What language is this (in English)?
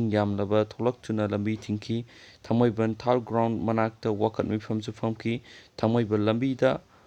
Manipuri